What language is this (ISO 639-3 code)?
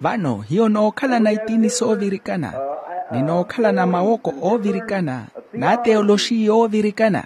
vmw